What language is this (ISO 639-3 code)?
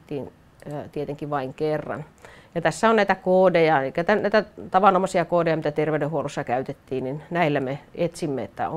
fin